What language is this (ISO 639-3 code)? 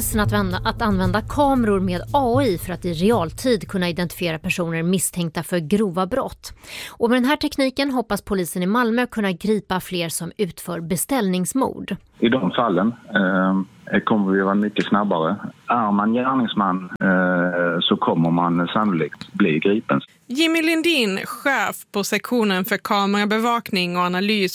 swe